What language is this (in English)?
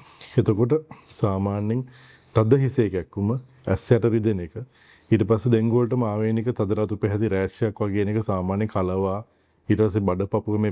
Sinhala